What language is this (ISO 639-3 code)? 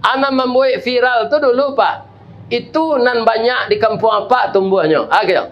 min